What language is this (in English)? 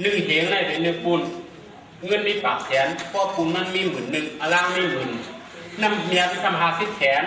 Shan